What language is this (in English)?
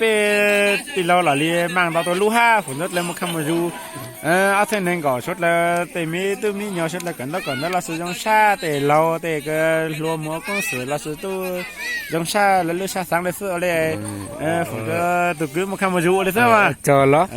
Hmong